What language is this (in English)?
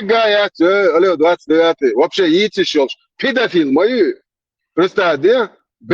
Chechen